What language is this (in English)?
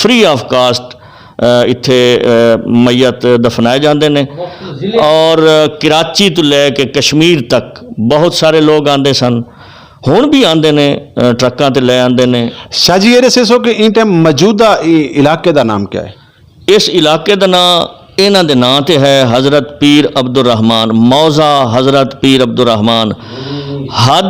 Western Panjabi